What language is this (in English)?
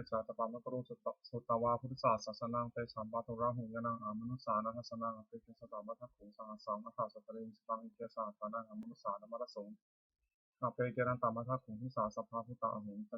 Pali